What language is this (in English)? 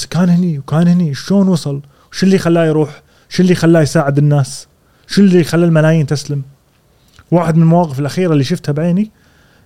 Gulf Arabic